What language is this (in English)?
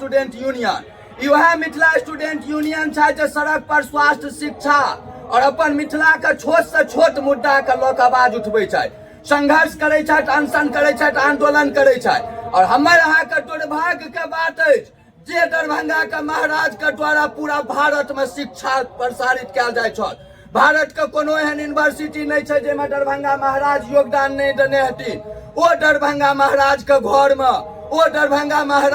Maithili